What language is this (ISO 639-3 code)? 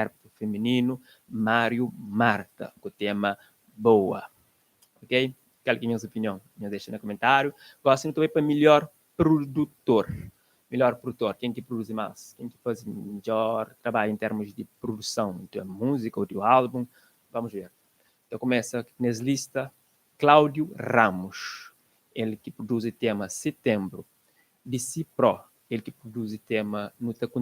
kea